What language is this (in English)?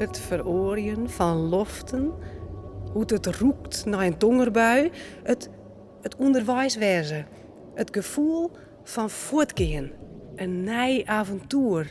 Western Frisian